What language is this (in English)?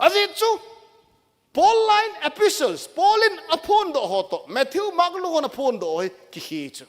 Thado Chin